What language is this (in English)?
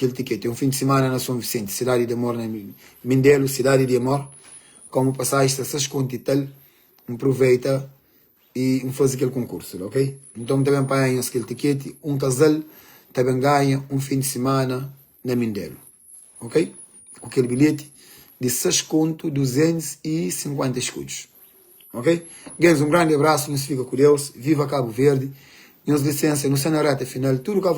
Kabuverdianu